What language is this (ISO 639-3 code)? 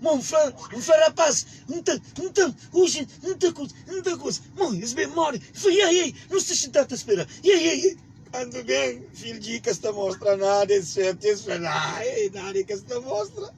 kea